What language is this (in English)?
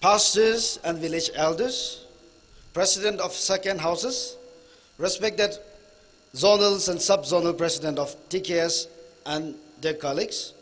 Tangkhul Naga (India)